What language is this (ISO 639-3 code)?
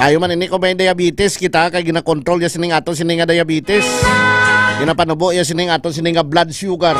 hil